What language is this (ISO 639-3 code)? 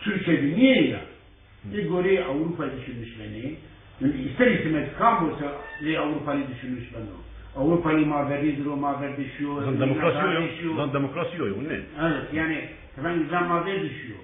zza